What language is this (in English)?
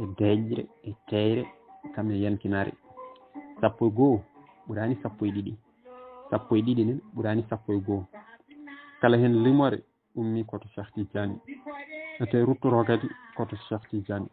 Fula